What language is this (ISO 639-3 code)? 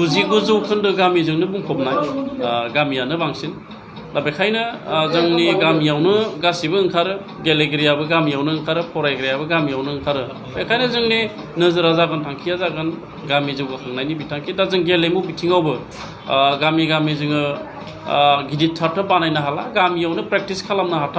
brx